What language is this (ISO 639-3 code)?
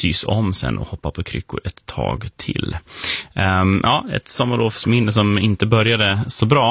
swe